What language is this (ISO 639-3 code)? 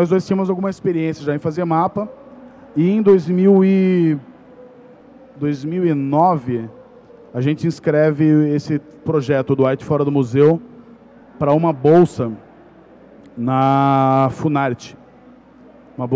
por